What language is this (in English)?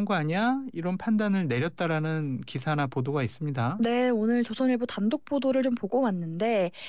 Korean